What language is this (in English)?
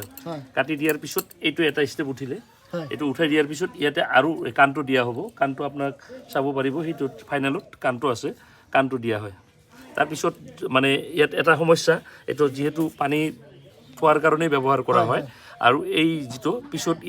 Assamese